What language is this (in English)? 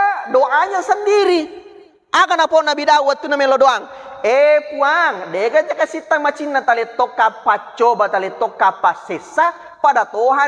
Buginese